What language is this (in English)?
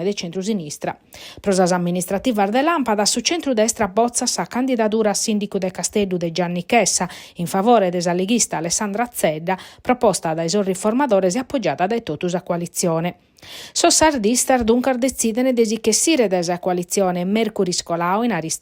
Sardinian